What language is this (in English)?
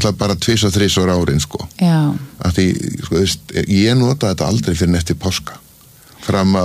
Icelandic